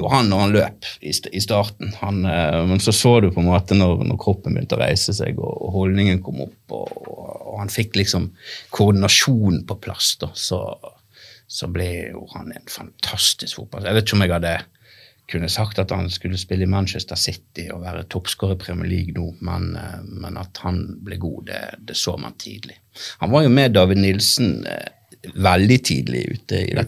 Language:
Norwegian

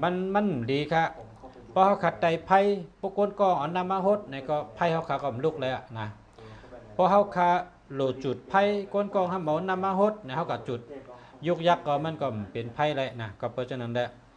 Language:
Shan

